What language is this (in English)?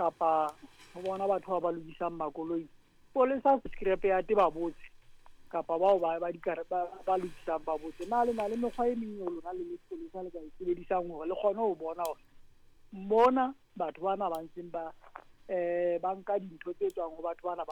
Southern Sotho